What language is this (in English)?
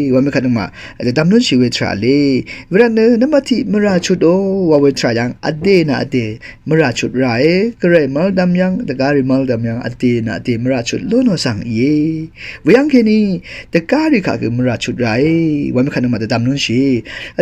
Rawang